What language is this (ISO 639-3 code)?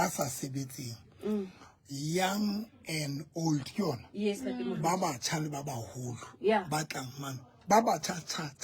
sot